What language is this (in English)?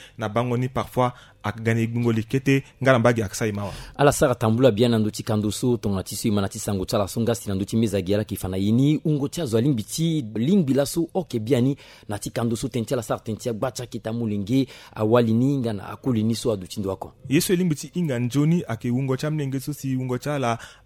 Sango